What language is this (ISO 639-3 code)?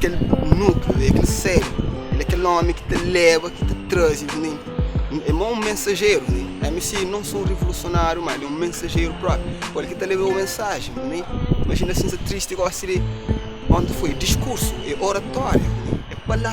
kea